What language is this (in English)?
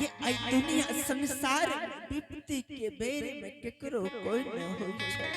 Angika